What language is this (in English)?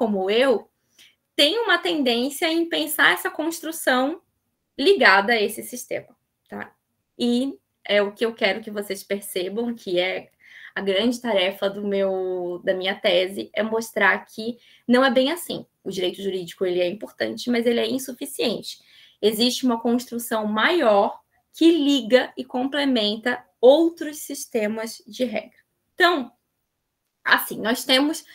Portuguese